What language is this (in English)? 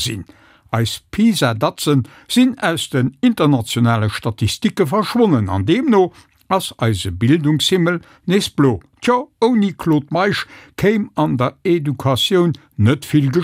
Luxembourgish